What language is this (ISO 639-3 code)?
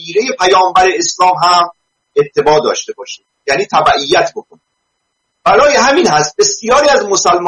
fas